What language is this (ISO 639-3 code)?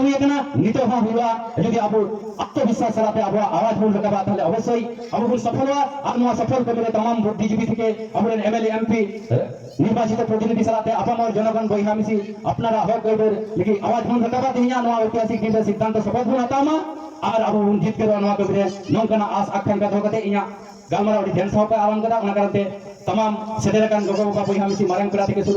sat